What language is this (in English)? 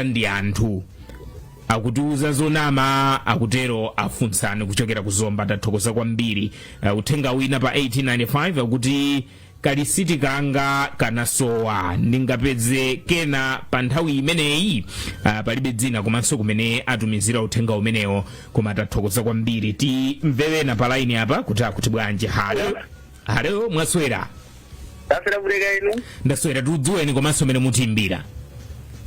Nyanja